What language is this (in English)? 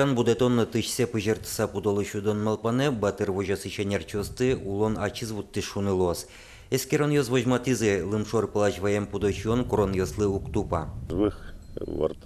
Udmurt